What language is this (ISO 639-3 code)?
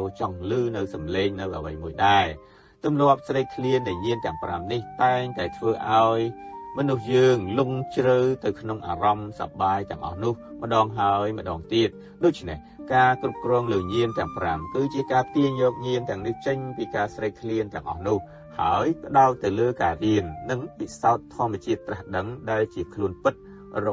khm